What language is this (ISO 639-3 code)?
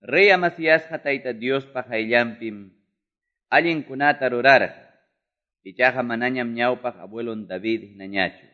que